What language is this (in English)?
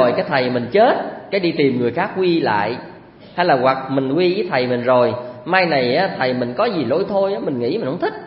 Vietnamese